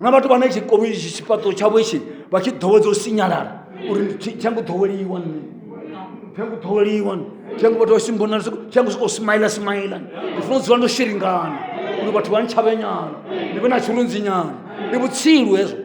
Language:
Venda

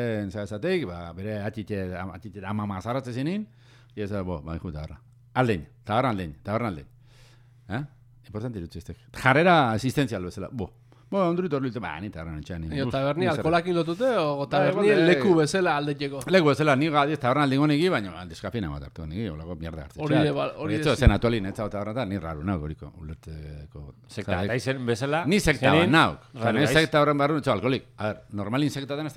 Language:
Basque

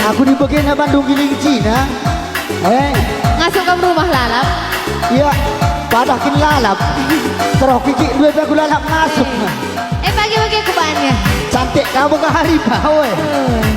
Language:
Batak Karo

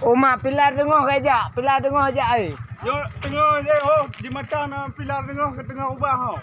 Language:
Achinese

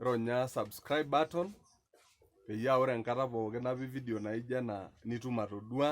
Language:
Masai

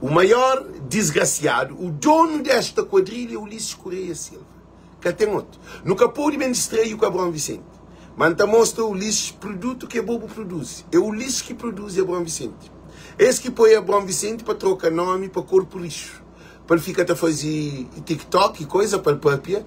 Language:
Kabuverdianu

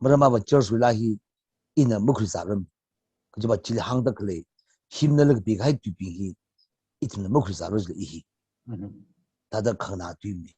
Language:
Tangkhul Naga (India)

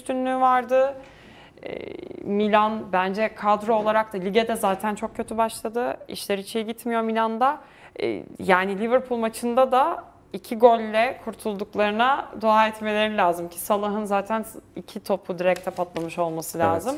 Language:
Turkish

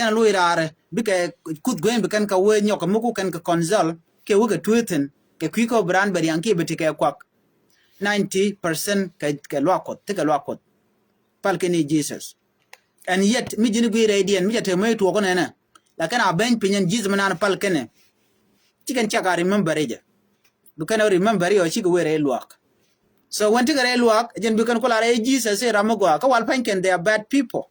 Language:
Nuer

